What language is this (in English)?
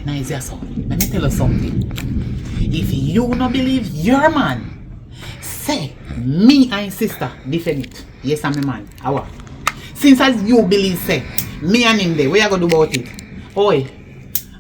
Jamaican Creole English